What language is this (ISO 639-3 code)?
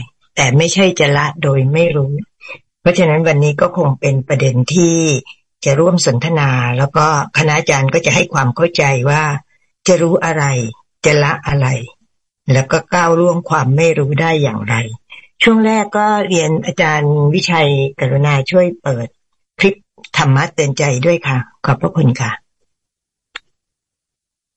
tha